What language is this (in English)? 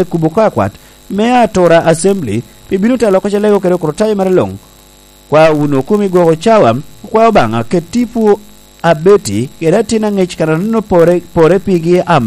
Lango (Uganda)